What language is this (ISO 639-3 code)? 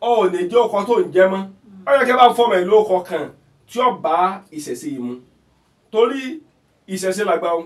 yor